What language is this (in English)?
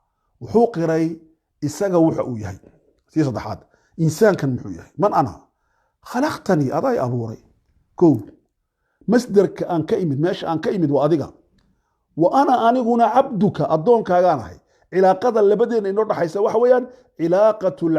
Somali